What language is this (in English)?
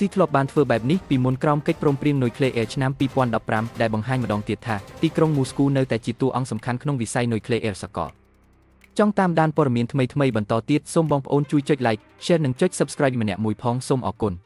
Khmer